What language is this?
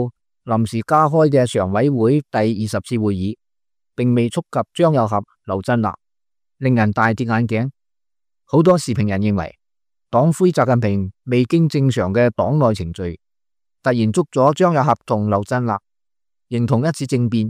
Cantonese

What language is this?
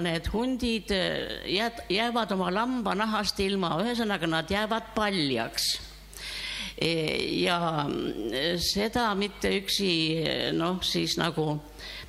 Estonian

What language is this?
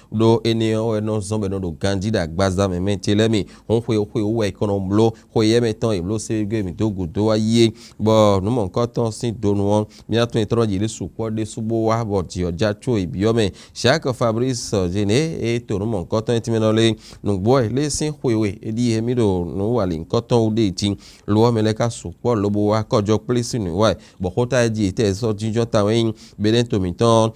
Fon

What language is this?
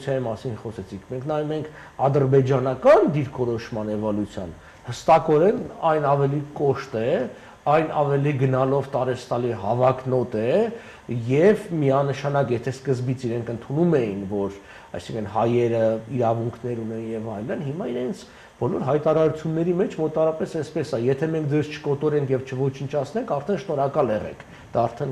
Armenian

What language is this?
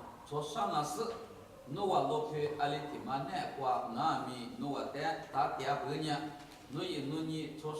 Lisu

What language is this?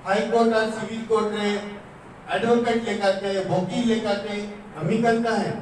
Santali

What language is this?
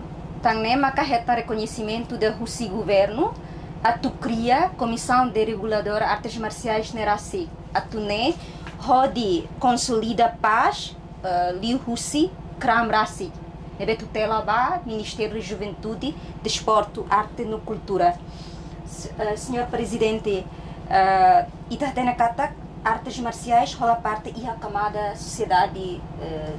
Tetum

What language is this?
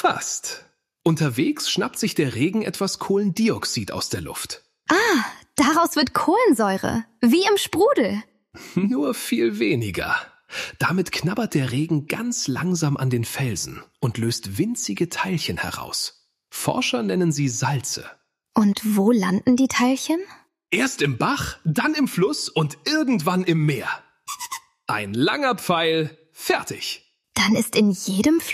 German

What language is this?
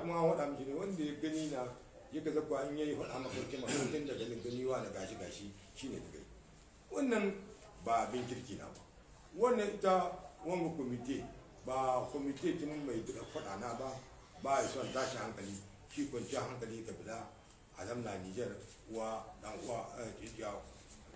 Hausa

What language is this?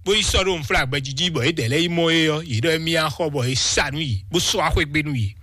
Fon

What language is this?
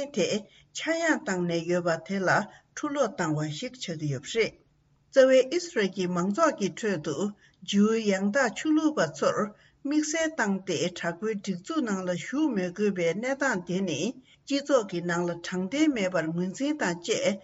Tibetan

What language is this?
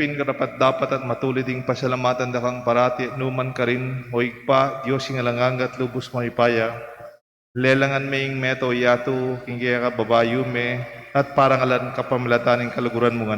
Pampanga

